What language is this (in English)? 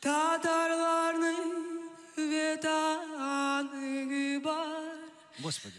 Crimean Tatar